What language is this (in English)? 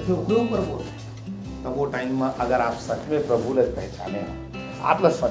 Chhattisgarhi